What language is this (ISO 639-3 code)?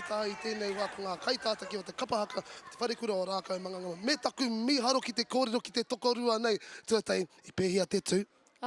mri